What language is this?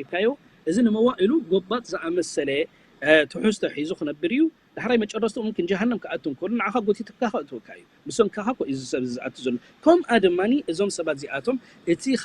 Tigrinya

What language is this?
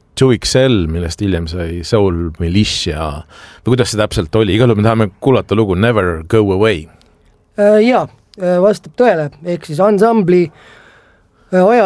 Estonian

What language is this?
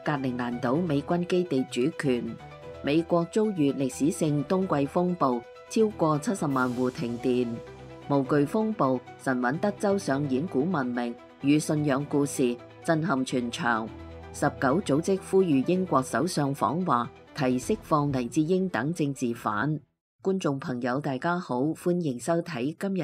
Cantonese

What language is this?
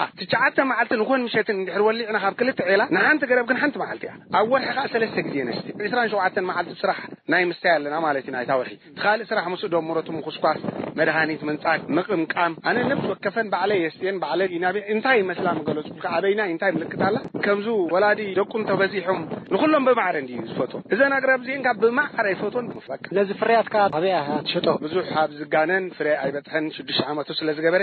Tigrinya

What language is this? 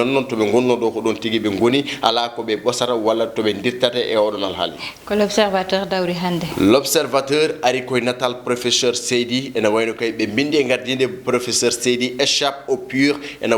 Fula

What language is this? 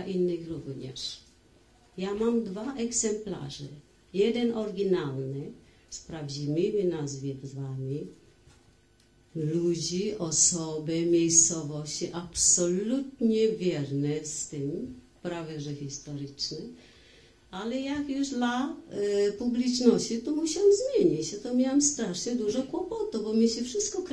Polish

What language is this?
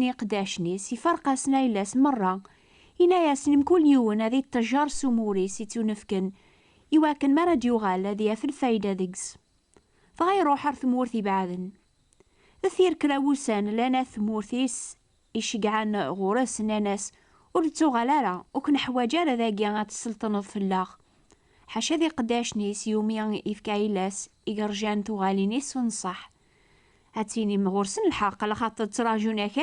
Kabyle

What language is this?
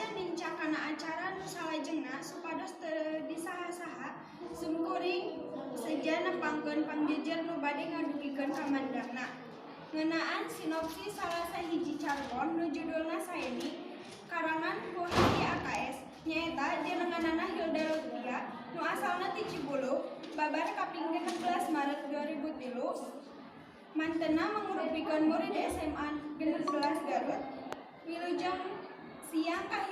Sundanese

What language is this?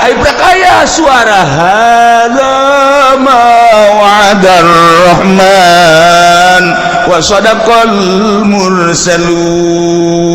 Sundanese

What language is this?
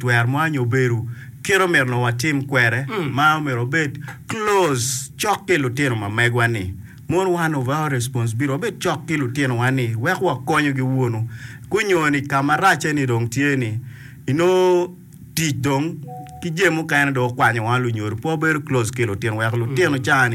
Acoli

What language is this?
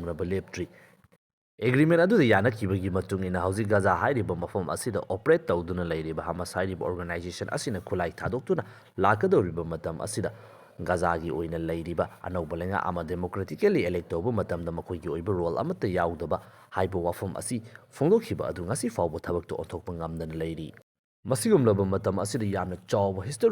Manipuri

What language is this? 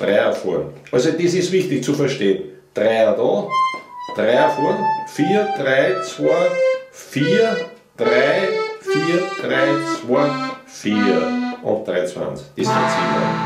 Bavarian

